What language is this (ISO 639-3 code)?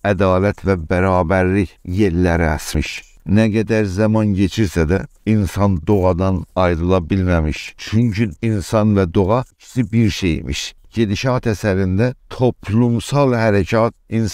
azb